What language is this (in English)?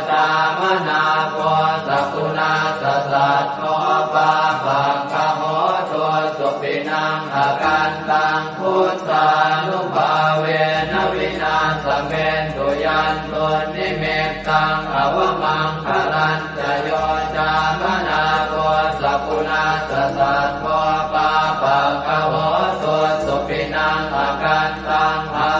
Pali